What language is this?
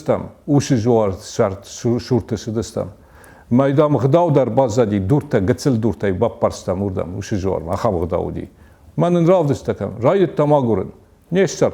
Ossetic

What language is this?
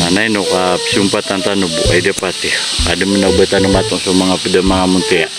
Maranao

